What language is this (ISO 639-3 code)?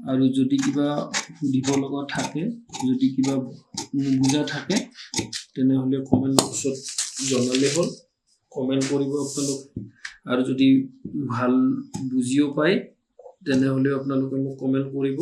asm